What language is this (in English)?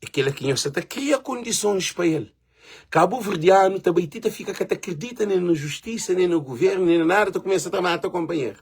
Kabuverdianu